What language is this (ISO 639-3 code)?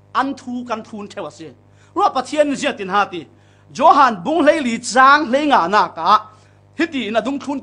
cfm